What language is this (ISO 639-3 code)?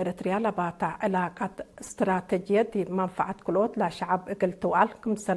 tig